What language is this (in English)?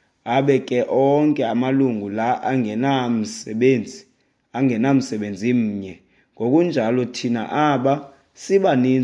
Xhosa